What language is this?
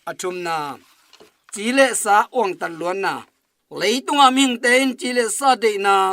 Tedim Chin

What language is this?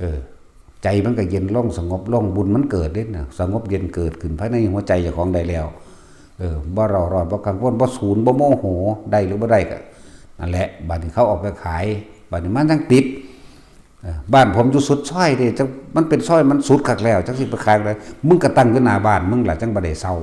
Lao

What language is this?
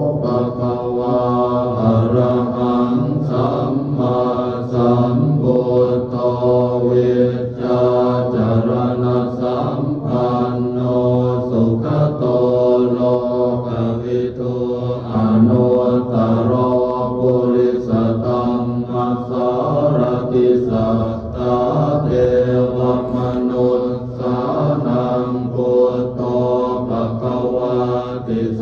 Pali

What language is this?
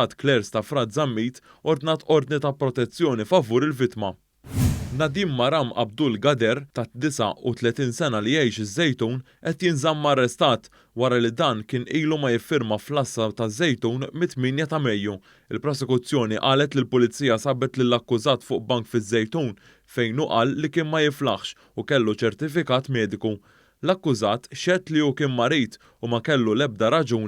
Maltese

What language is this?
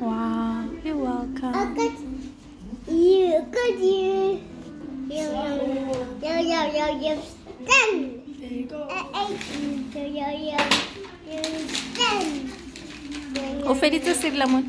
Tswana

